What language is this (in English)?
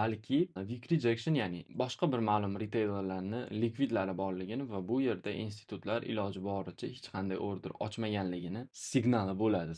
Uzbek